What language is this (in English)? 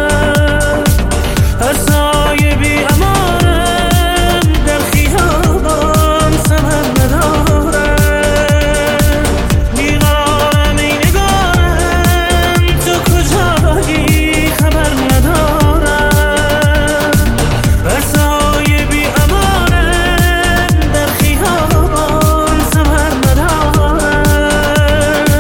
Persian